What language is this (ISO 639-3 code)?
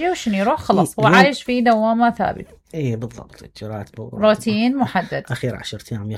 acm